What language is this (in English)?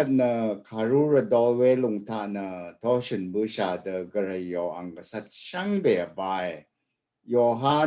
Rawang